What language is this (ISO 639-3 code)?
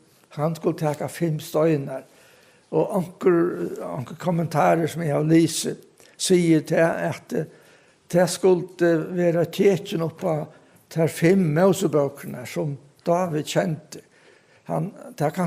fao